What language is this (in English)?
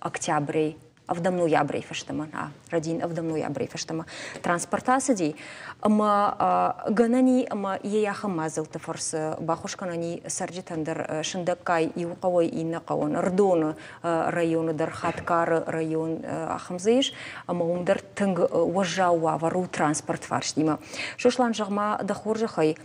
Ossetic